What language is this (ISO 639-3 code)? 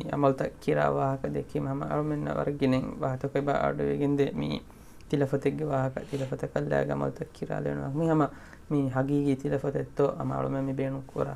div